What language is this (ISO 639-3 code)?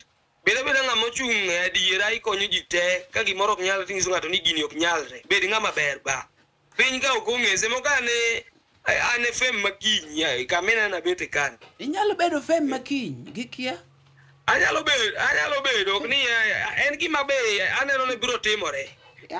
luo